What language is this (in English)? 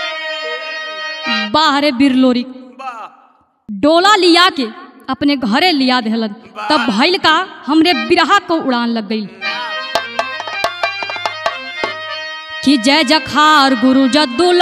Bhojpuri